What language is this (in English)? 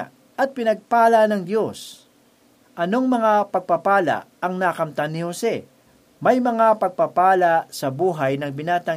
Filipino